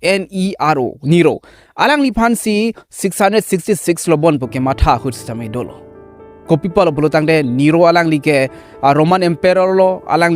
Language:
Karbi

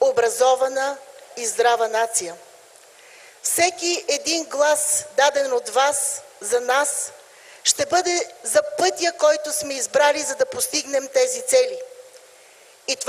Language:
Bulgarian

